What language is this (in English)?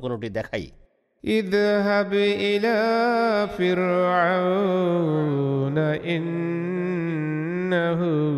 Bangla